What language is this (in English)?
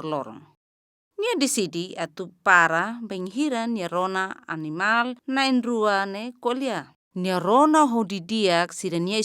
Tetum